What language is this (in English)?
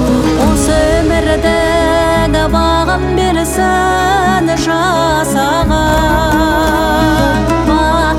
Kazakh